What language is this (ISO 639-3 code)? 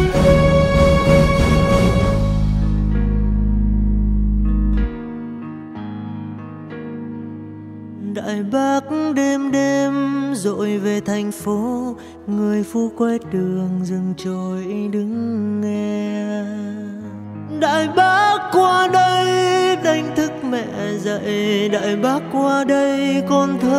vie